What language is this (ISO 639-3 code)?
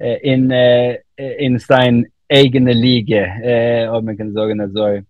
yid